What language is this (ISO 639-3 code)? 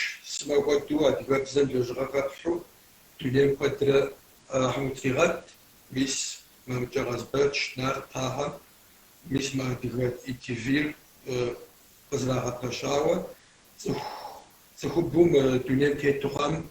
kbd